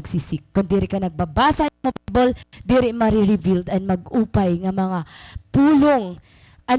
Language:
Waray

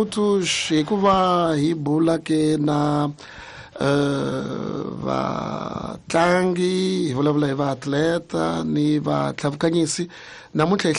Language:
Tsonga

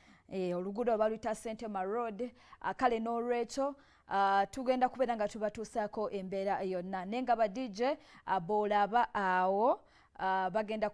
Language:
Ganda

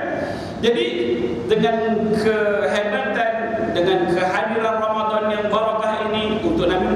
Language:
Malay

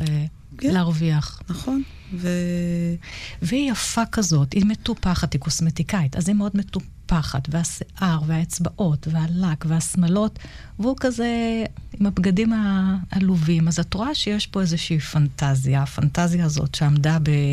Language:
Hebrew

